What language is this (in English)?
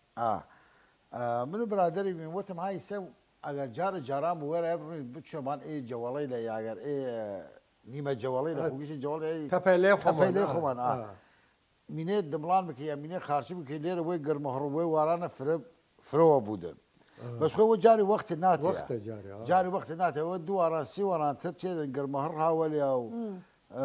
Southern Kurdish